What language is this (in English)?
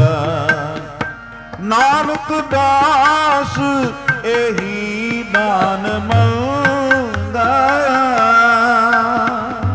Punjabi